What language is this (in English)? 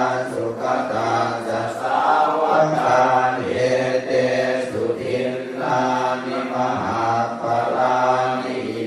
Pali